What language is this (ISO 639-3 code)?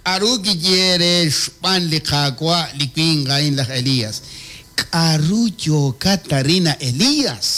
kek